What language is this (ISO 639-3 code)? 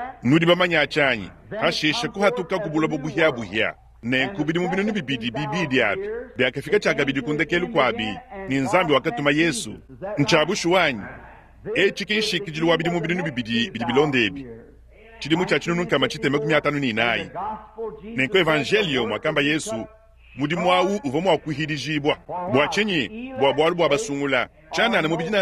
lua